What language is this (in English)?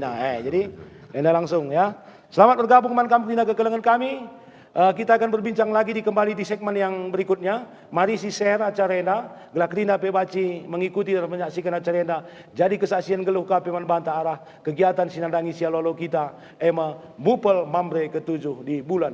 Batak Karo